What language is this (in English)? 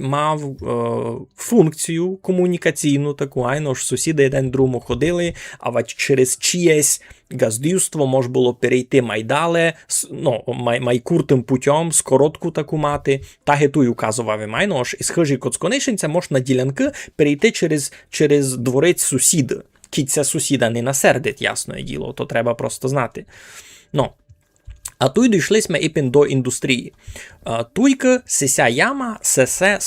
Rusyn